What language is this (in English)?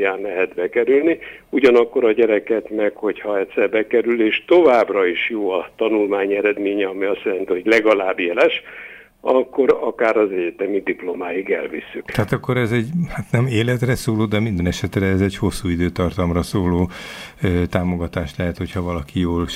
Hungarian